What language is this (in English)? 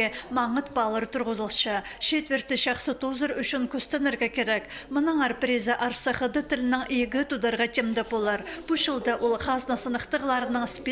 Khakas